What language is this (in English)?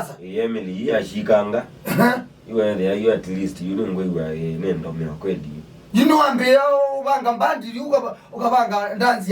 Kamba